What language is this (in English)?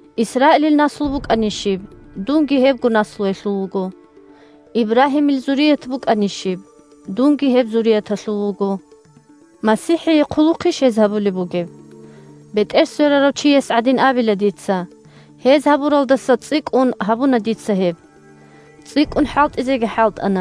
Avaric